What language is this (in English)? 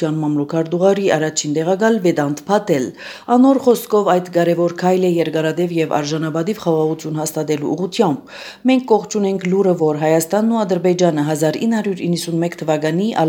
Armenian